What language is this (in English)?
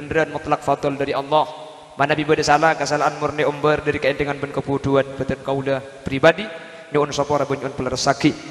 Madurese